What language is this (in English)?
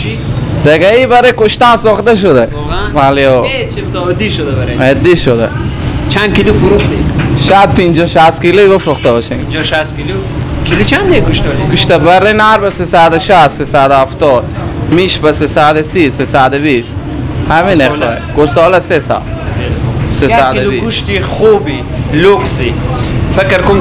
Persian